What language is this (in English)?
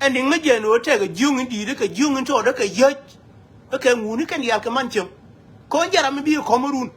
Nuer